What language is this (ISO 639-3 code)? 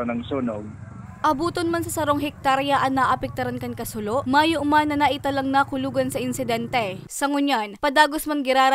bik